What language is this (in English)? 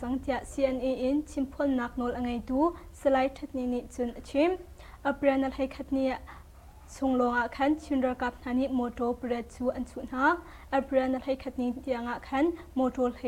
Hakha Chin